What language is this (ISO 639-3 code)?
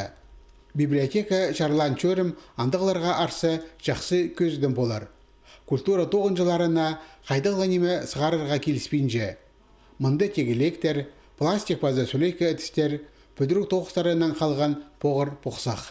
kjh